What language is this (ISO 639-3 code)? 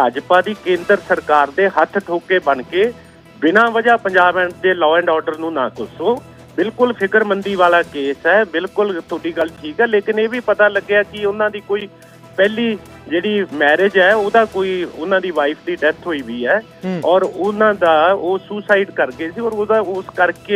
pan